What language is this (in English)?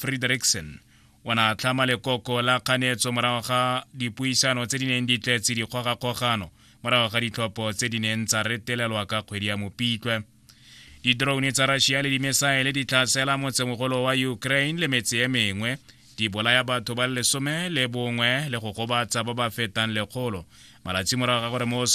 Tswana